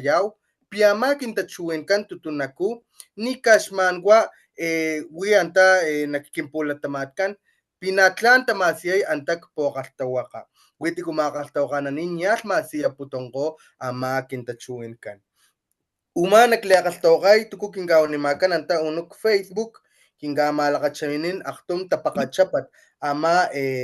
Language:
Papantla Totonac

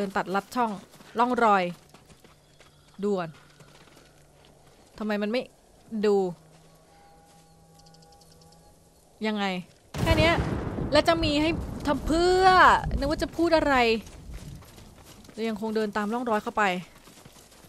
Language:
Thai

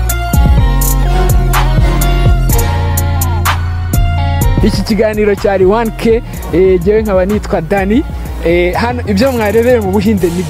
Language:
Kinyarwanda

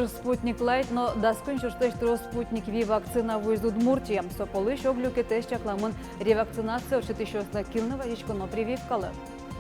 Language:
Udmurt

